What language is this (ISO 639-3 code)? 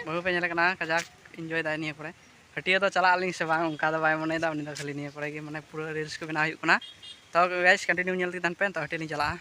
sat